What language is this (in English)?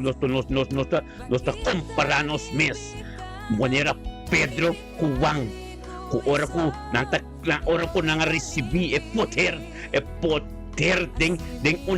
Papiamento